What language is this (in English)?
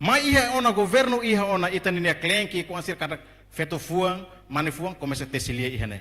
Tetum